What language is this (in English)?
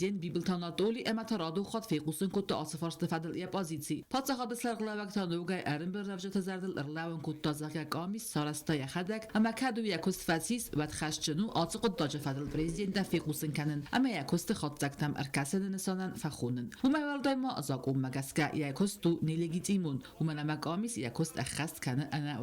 Ossetic